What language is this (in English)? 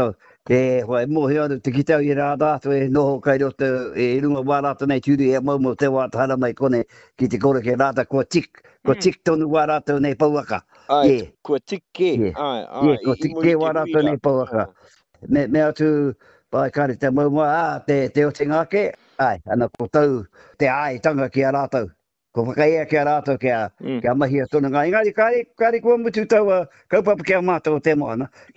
Māori